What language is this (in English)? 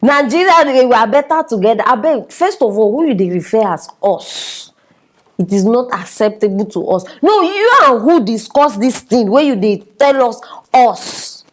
Nigerian Pidgin